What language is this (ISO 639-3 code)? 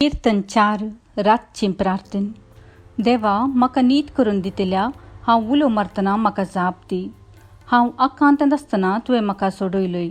kok